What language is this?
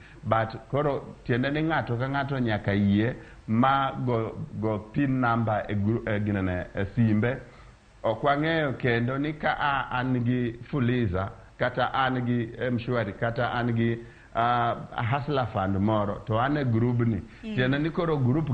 Luo (Kenya and Tanzania)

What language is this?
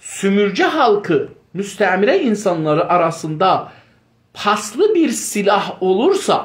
South Azerbaijani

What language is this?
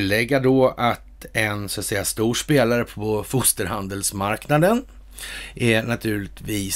Swedish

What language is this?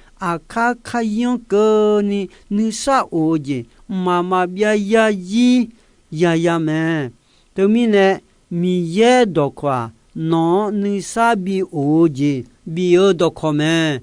Akha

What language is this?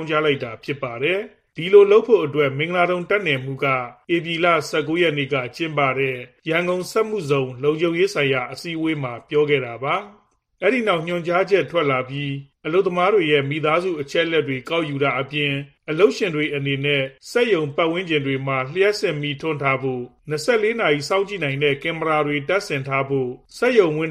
Burmese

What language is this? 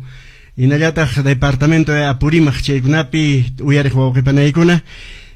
Quechua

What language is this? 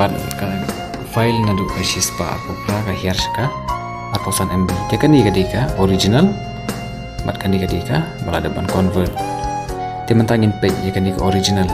Khasi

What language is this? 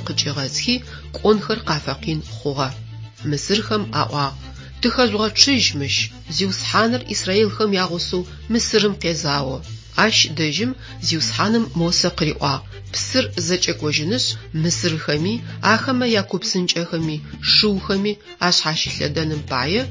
Adyghe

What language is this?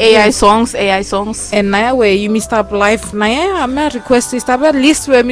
Bislama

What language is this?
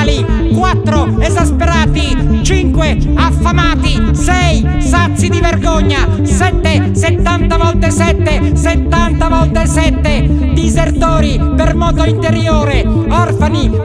Italian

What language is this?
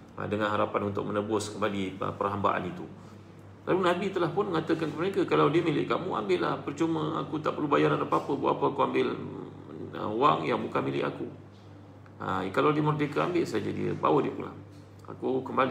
Malay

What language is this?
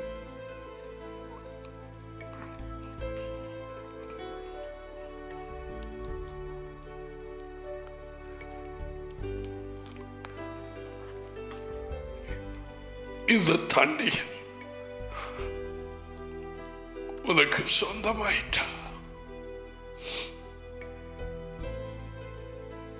Tamil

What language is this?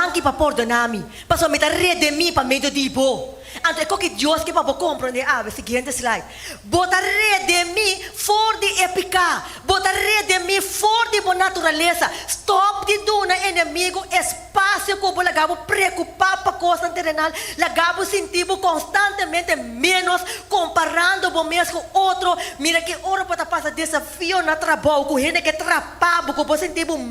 Papiamento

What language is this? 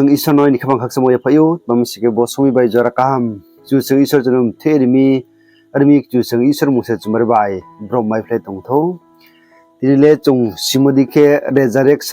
Riang (India)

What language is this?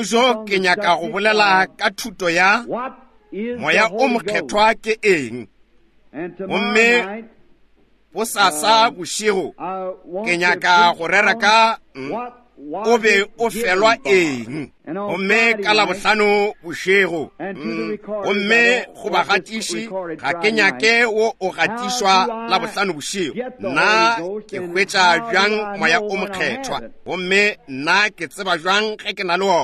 Northern Sotho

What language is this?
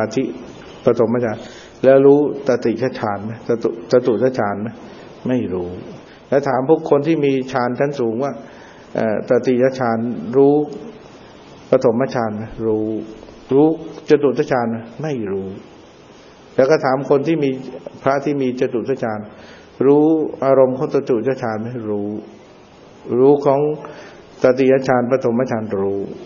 Thai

